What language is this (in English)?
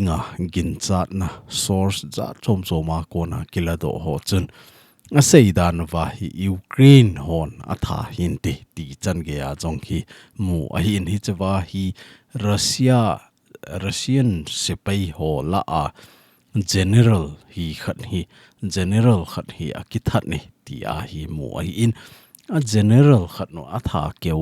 Thado Chin